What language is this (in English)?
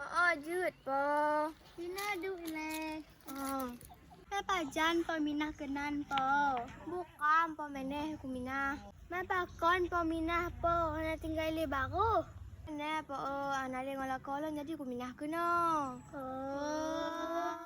Achinese